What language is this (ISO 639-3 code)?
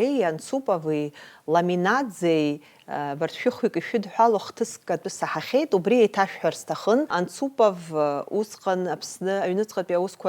abk